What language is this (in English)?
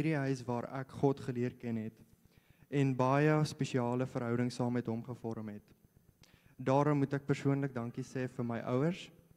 Afrikaans